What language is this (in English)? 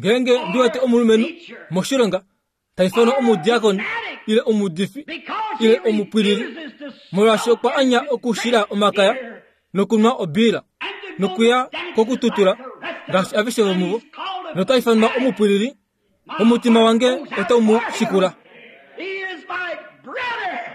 Kuanyama